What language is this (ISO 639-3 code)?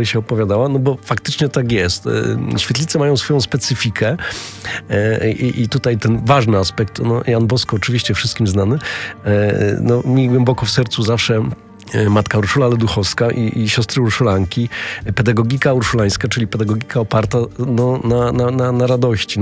pol